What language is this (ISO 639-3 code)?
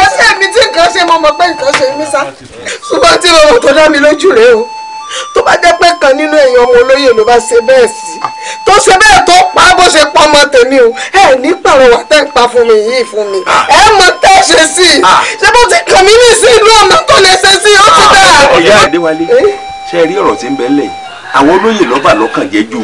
yor